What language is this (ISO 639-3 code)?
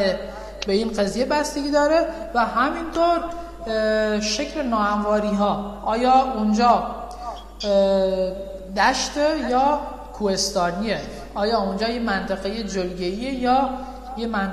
fas